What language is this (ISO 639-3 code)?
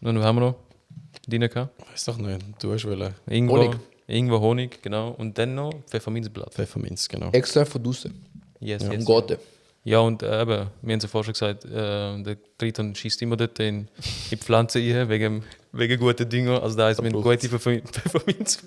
gsw